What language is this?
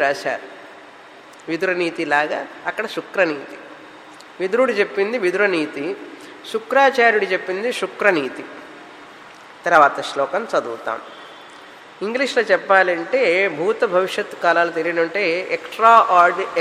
Telugu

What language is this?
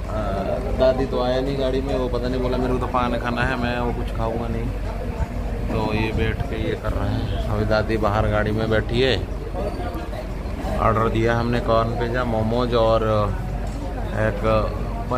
Hindi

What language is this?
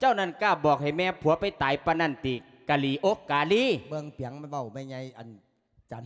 Lao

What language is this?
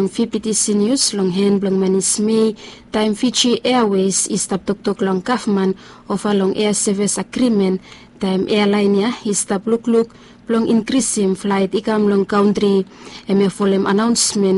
Bislama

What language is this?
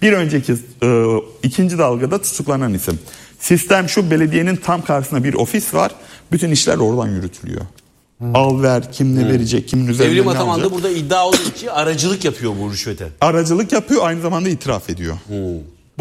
Turkish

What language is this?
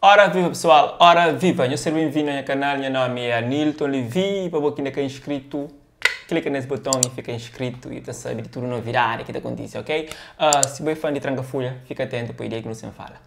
Kabuverdianu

